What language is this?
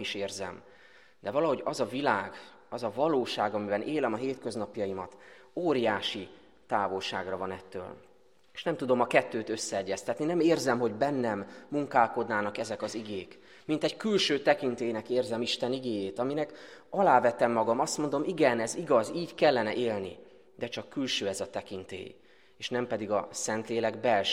Hungarian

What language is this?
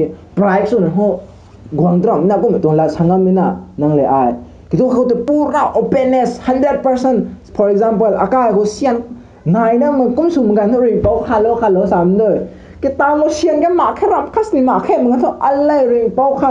Rongmei Naga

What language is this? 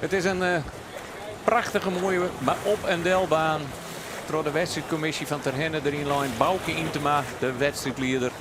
Western Frisian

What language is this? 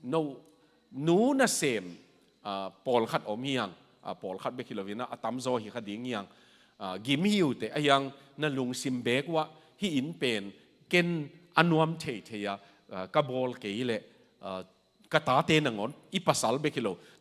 Tedim Chin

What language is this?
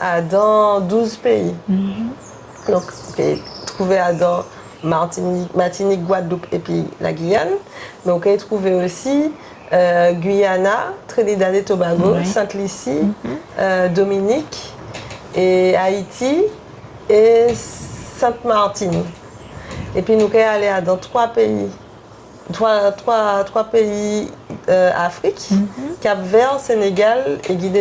Guadeloupean Creole French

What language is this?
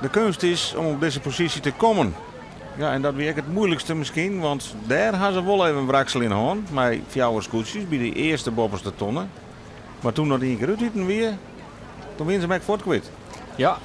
Western Frisian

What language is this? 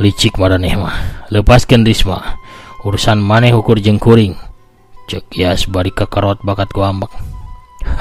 Sundanese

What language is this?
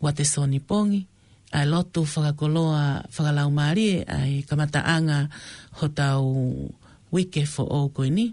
Tongan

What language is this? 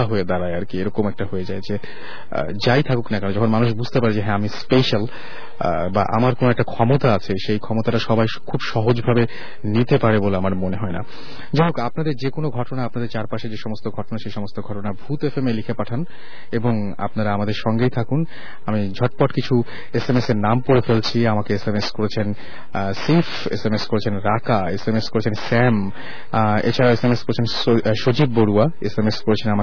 Bangla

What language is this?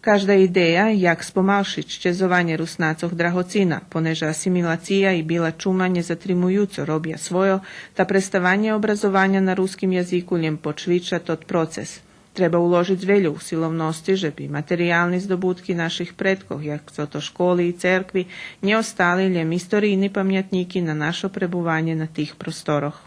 Rusyn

